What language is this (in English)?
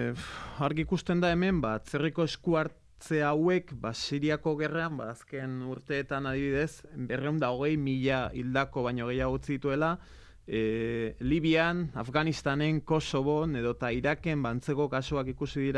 Basque